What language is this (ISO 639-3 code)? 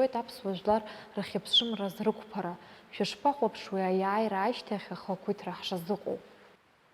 abk